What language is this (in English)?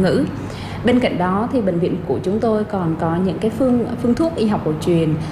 Vietnamese